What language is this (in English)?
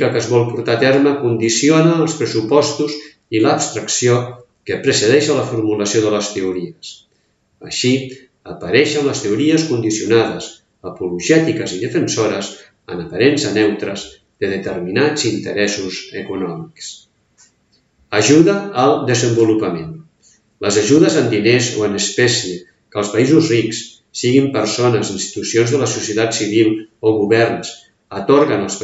Catalan